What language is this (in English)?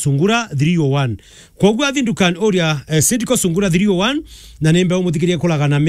Meru